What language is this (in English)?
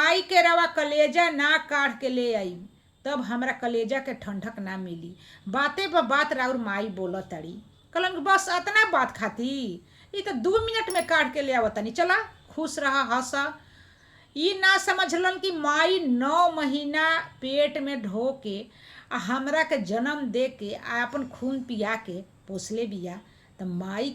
Bhojpuri